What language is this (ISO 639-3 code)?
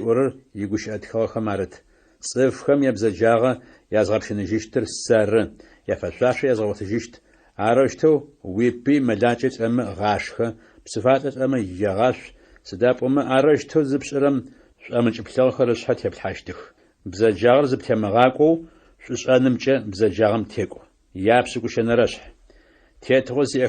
ady